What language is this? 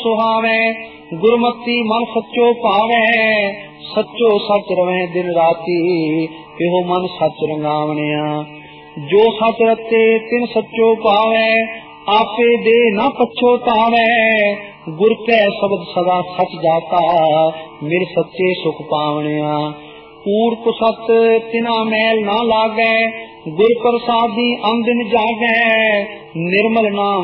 Punjabi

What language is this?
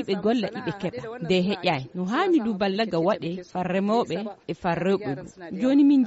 Fula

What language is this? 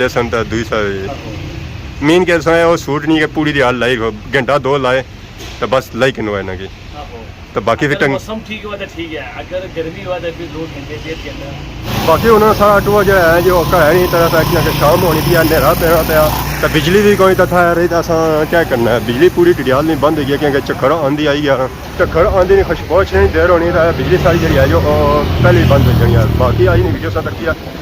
Pahari-Potwari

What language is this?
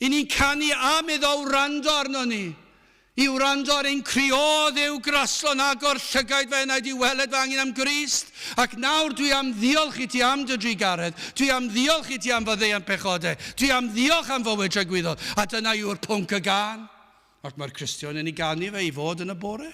Welsh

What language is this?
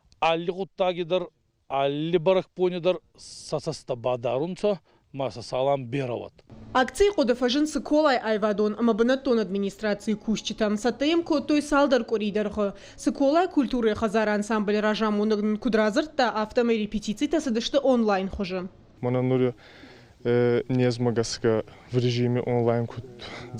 Ossetic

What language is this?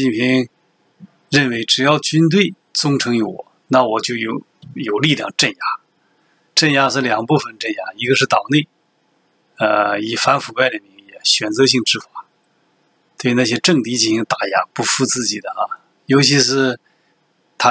Chinese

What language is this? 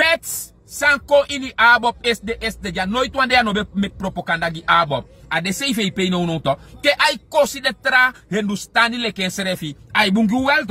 Sranan Tongo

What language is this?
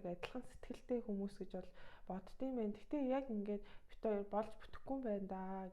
Mongolian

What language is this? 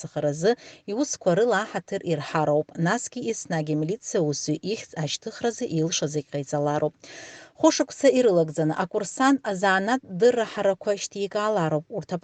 Abkhazian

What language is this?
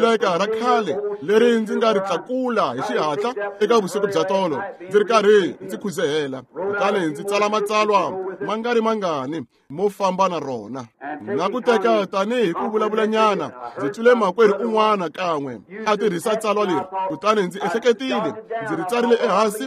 Tsonga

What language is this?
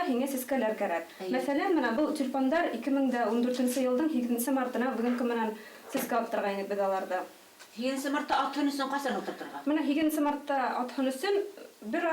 Bashkir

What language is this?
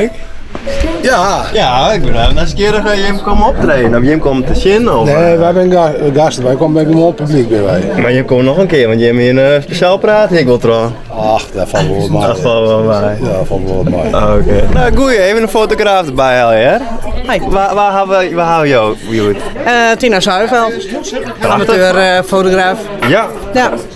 Western Frisian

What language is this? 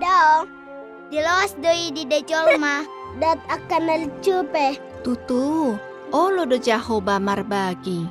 Batak Toba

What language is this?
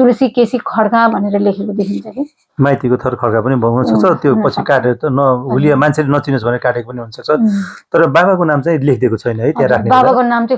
Nepali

